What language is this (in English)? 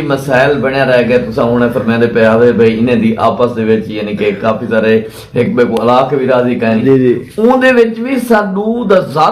Saraiki